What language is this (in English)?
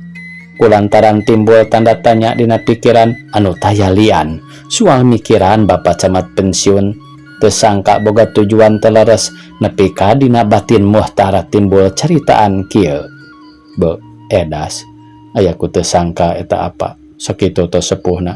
Sundanese